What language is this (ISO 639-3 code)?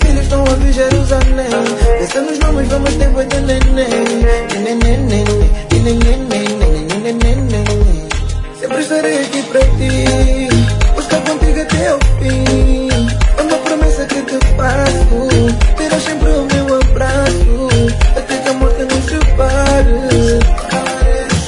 por